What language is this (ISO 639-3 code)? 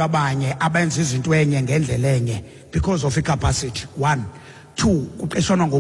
xho